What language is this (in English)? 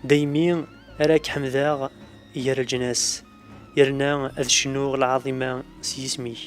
Kabyle